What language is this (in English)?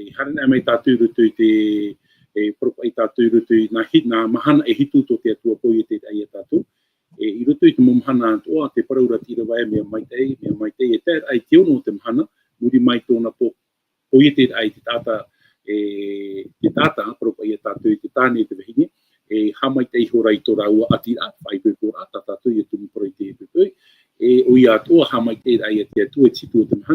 Tahitian